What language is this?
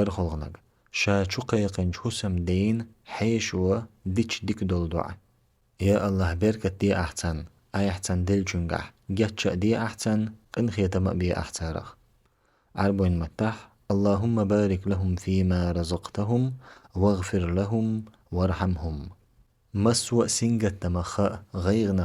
Chechen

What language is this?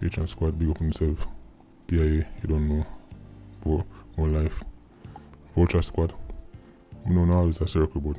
Jamaican Creole English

